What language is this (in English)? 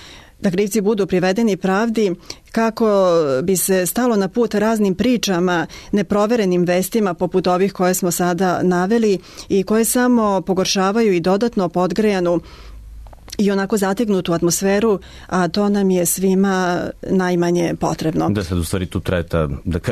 Serbian